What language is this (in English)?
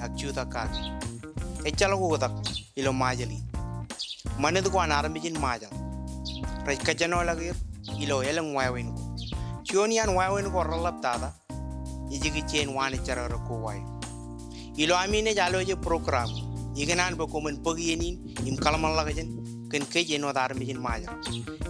Marshallese